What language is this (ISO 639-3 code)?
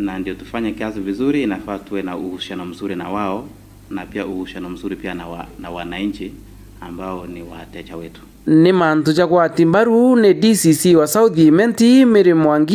mer